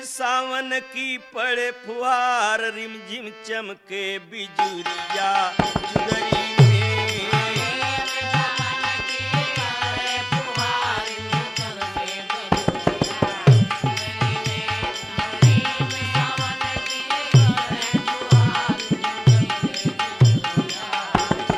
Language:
Bhojpuri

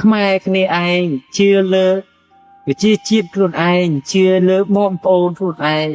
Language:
Khmer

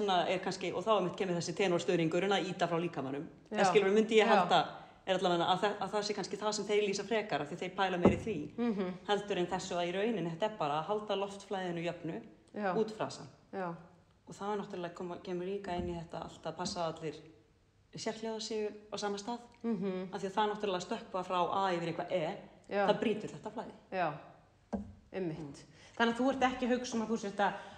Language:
Icelandic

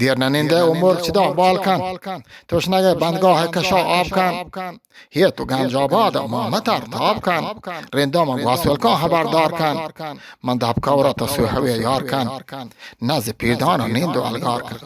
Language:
Eastern Balochi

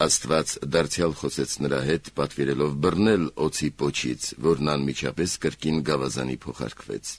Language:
Armenian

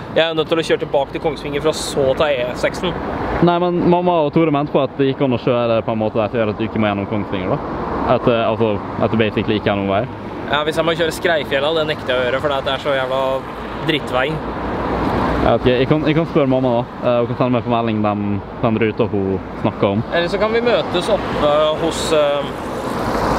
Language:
Norwegian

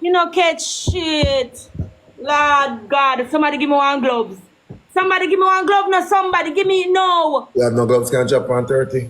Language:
Jamaican Creole English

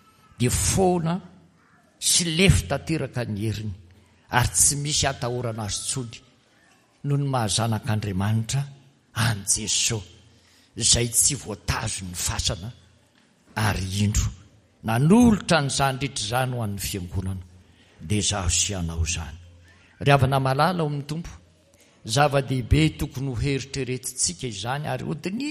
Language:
Malagasy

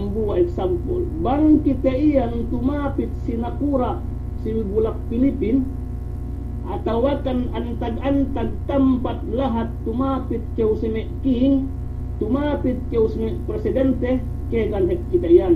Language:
Yakan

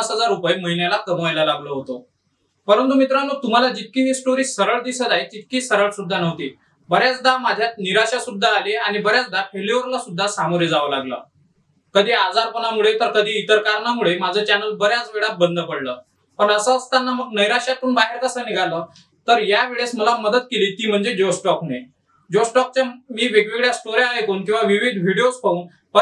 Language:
Marathi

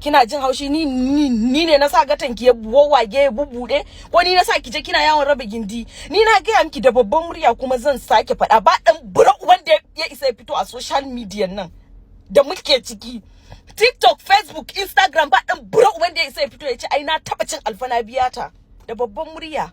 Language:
Hausa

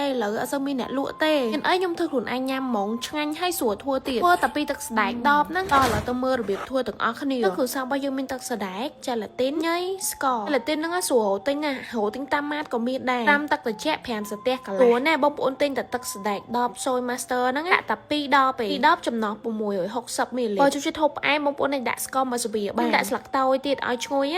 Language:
Khmer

